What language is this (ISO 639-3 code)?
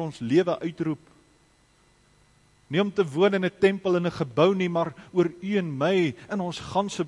afr